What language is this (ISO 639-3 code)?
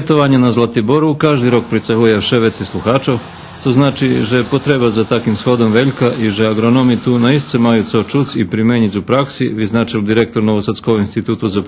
rue